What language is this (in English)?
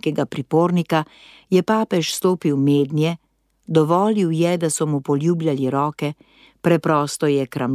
Slovenian